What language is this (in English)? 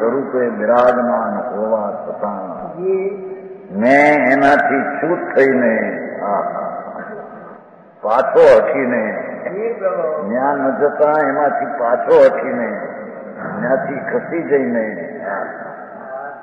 Gujarati